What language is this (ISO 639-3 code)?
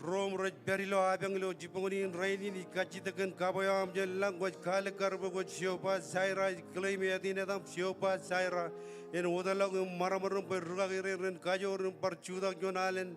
mah